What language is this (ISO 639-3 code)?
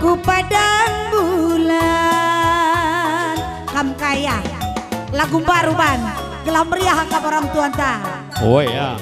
btx